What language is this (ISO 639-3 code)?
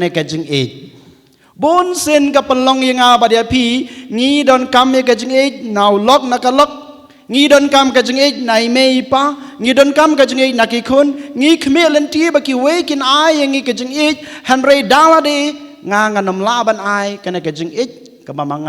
kha